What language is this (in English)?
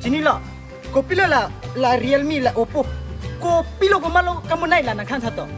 Karbi